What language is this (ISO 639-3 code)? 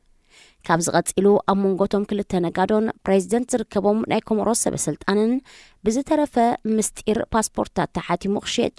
tir